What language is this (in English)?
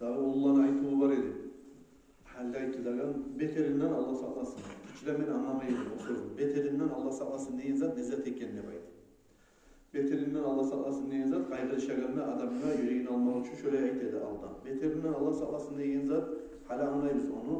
Kumyk